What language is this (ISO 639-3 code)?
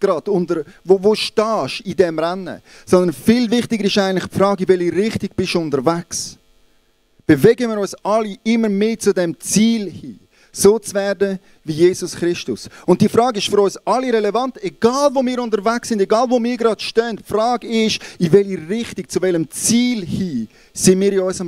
gsw